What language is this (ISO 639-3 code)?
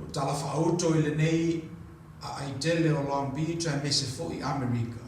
smo